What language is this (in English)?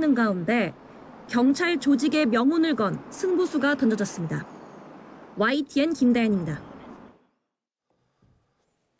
Korean